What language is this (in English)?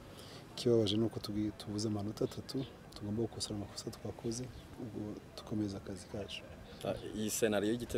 Kinyarwanda